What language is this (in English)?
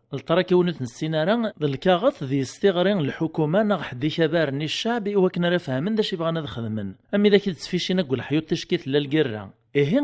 Kabyle